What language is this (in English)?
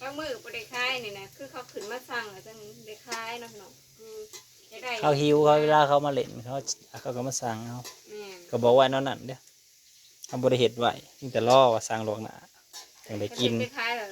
Northeastern Thai